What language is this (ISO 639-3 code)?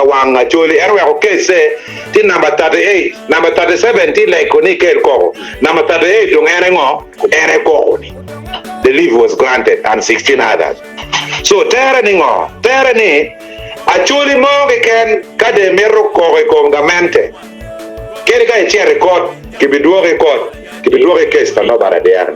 ach